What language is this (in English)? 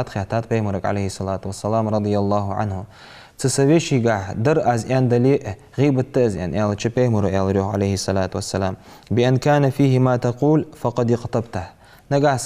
Ingush